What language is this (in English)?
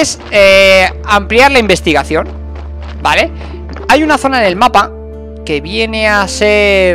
Spanish